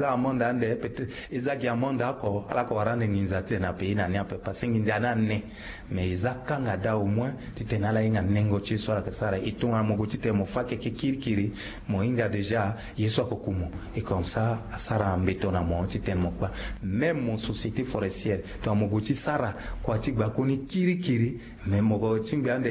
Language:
Sango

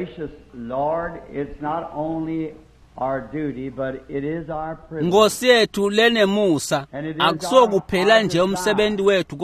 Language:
Swati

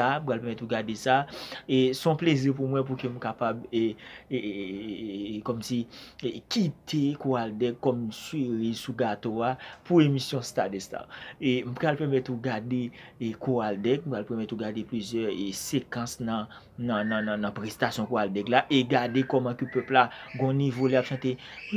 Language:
Haitian Creole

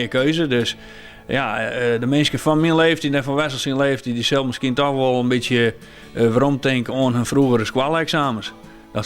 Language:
Western Frisian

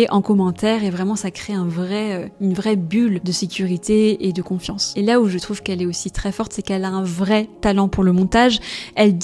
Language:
French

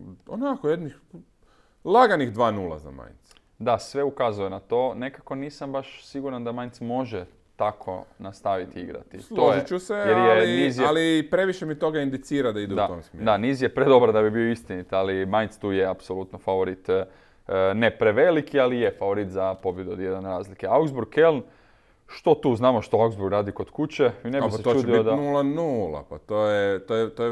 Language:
Croatian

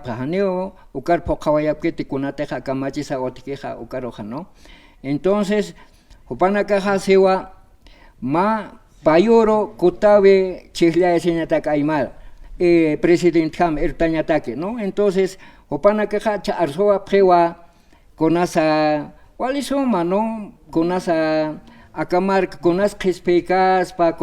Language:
Aymara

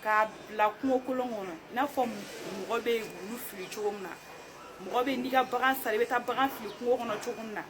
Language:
Bambara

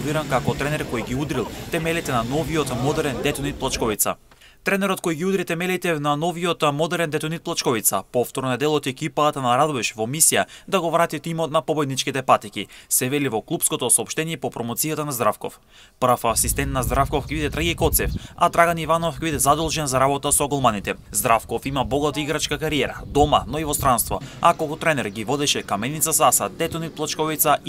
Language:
Macedonian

